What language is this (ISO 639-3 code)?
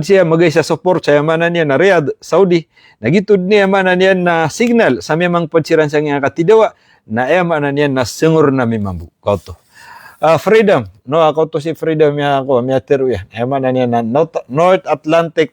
mrw